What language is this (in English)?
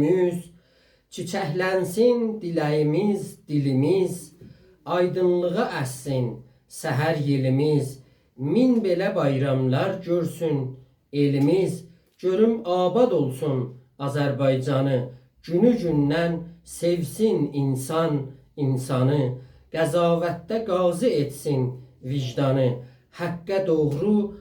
South Azerbaijani